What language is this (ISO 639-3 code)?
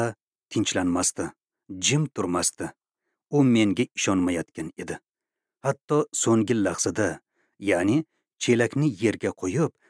uzb